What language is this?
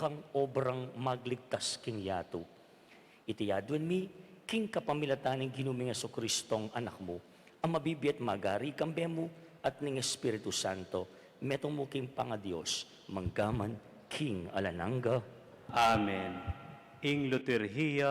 Pampanga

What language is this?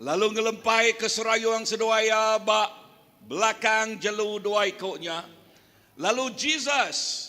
Iban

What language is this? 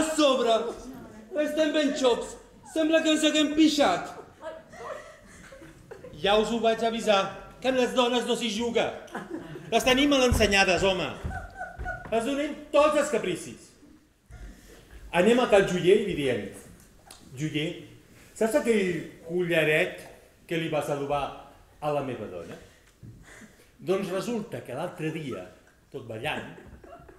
Catalan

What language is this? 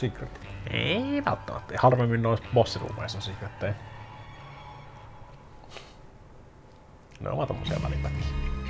Finnish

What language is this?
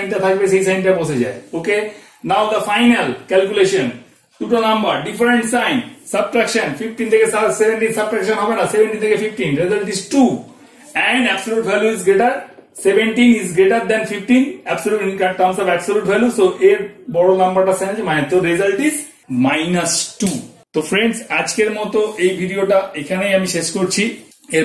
Bangla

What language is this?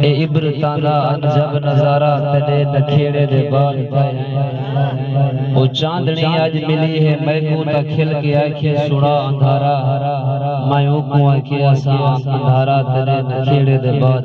Saraiki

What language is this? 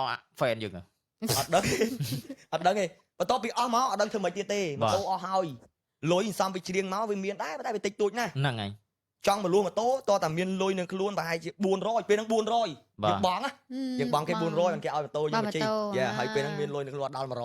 Khmer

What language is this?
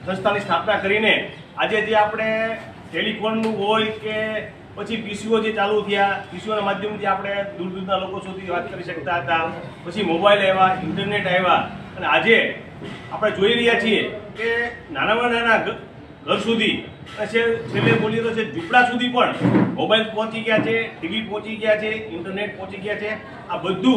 Gujarati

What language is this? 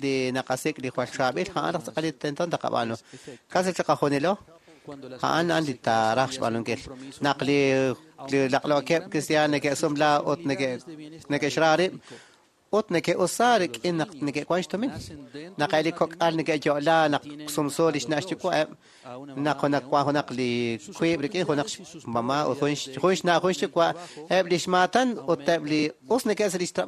Kekchí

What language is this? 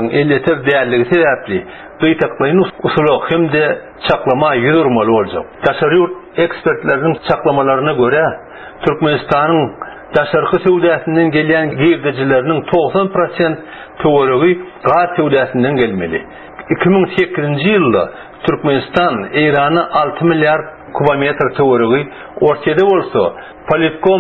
Turkmen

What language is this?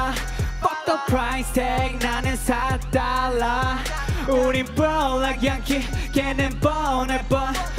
Korean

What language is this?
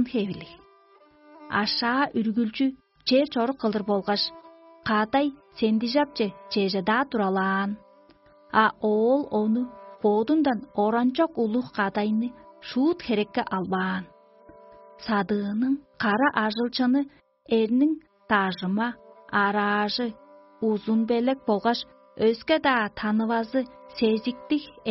Tuvinian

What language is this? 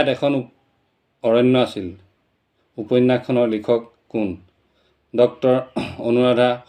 Assamese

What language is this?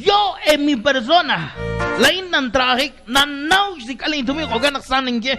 Kekchí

